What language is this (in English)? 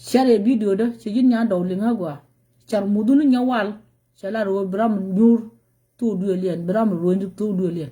Nuer